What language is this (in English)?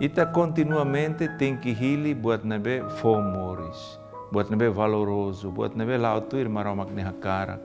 Tetum